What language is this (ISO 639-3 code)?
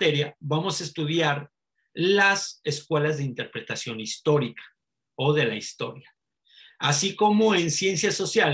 spa